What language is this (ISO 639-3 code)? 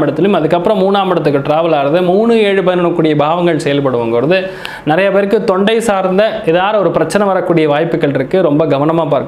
tam